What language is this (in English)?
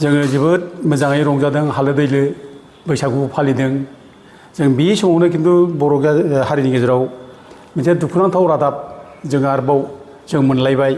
Bodo